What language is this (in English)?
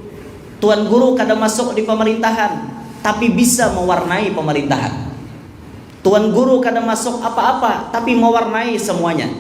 Banjar